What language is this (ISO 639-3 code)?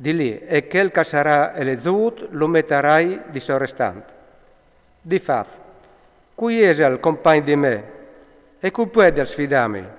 fur